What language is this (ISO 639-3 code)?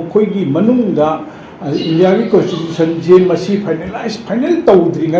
mni